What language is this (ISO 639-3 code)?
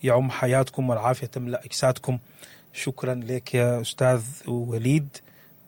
apd